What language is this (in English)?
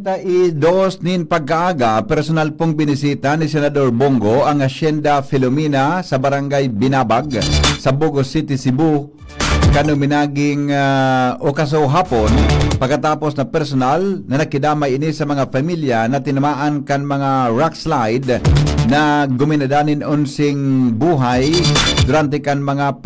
Bikol